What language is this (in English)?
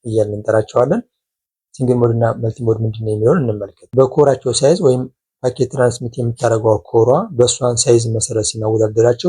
Amharic